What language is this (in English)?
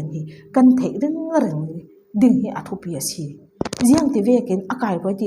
Falam Chin